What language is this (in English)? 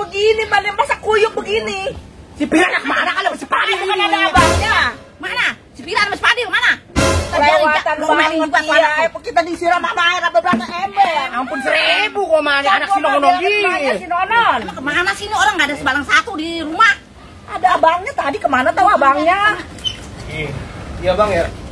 Betawi